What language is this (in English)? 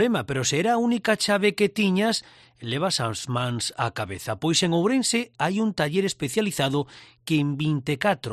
Galician